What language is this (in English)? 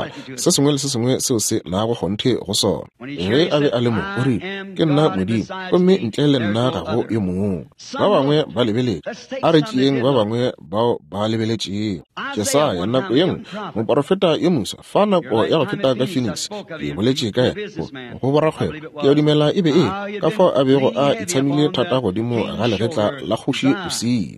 Northern Sotho